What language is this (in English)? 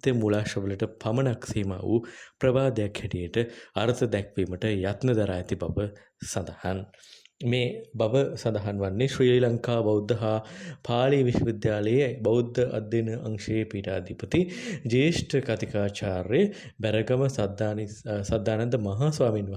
Sinhala